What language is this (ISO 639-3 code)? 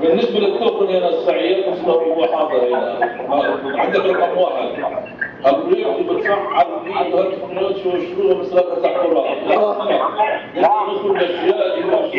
apc